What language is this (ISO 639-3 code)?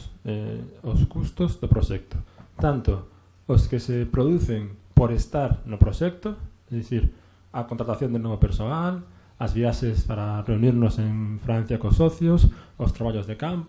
glg